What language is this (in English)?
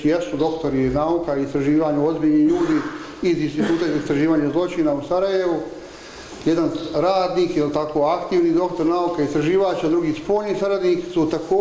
Bosnian